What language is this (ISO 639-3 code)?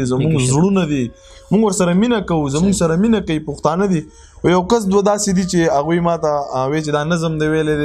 pus